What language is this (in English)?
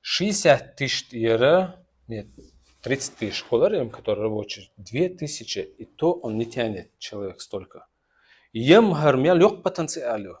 Chechen